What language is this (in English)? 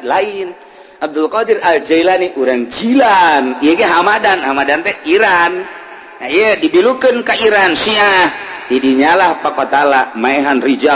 Sundanese